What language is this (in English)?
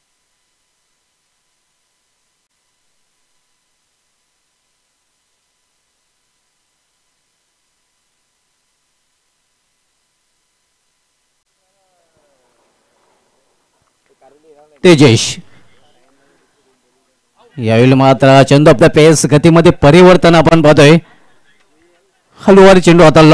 Marathi